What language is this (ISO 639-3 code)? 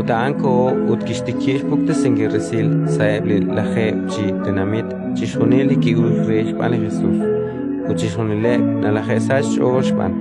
kek